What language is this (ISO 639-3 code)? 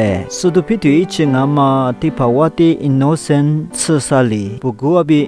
lis